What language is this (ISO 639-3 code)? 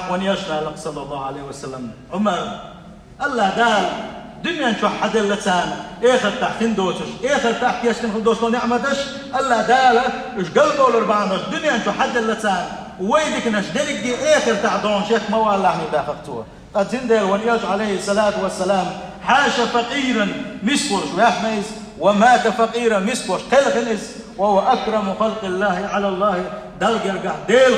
che